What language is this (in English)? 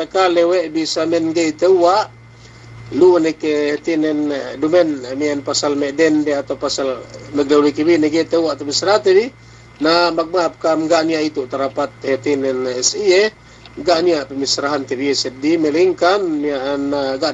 Yakan